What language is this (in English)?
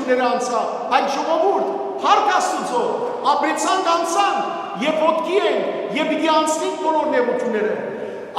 Western Armenian